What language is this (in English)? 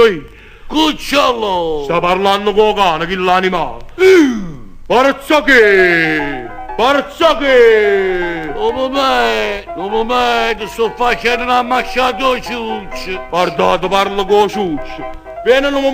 Neapolitan